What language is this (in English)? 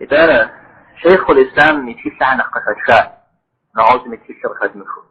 Kabardian